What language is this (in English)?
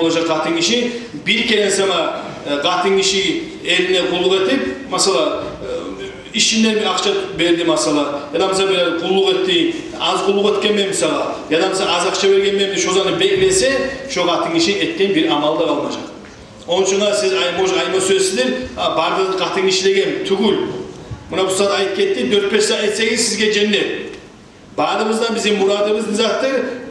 Kumyk